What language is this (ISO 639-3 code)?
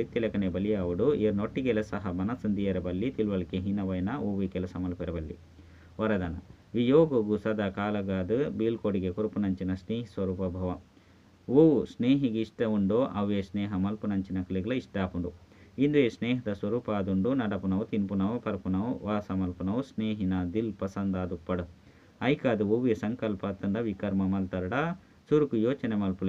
tcy